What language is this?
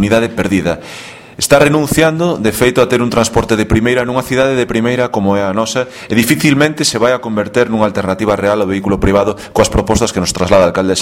Galician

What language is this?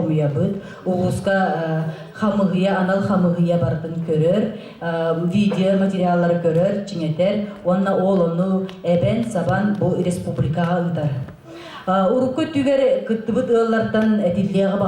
Yakut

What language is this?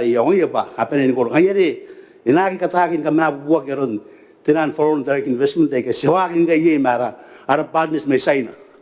Gilbertese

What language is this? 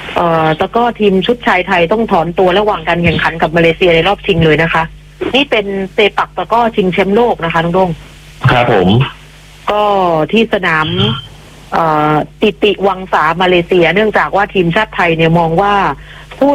Thai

